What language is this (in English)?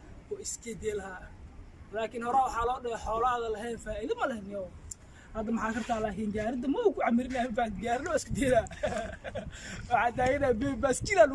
Somali